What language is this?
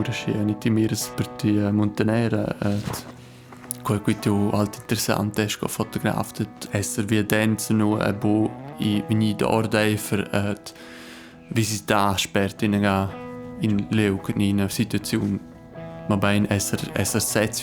Romansh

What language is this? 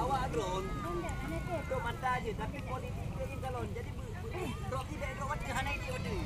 Achinese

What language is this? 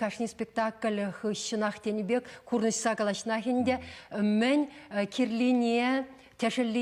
Chuvash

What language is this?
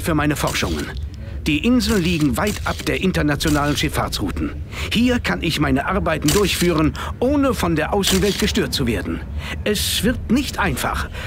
Bavarian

